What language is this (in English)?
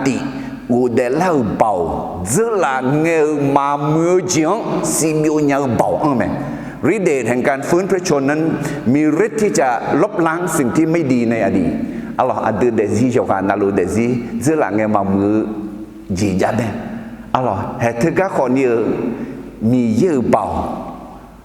Akha